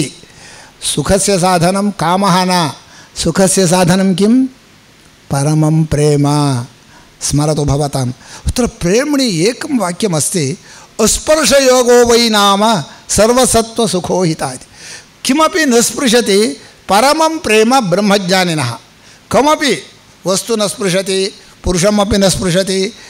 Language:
Sanskrit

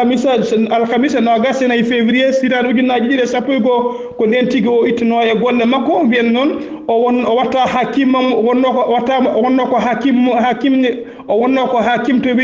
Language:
Fula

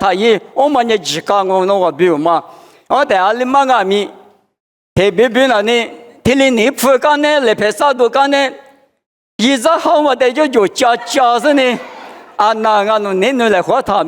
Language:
Lisu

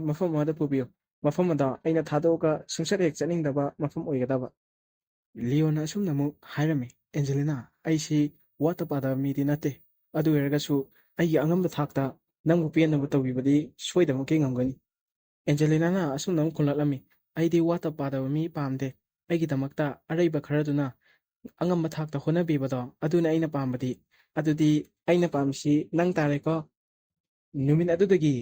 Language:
Manipuri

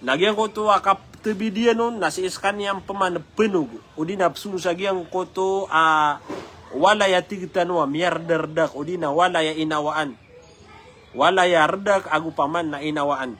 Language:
Maranao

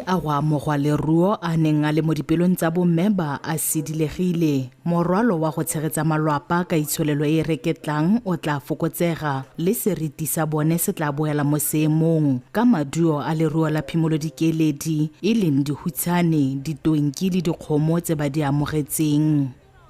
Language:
Tswana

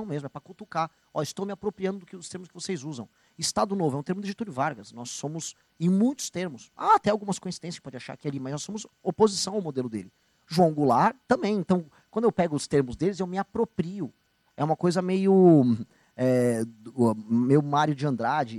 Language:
Portuguese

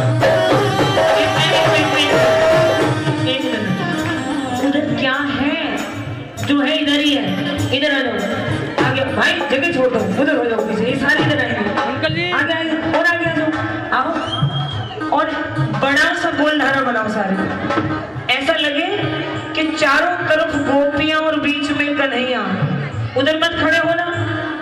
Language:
Hindi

